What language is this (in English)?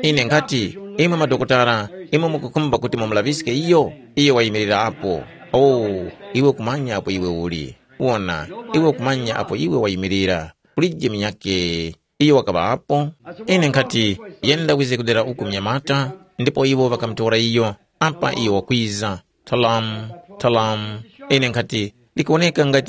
Tumbuka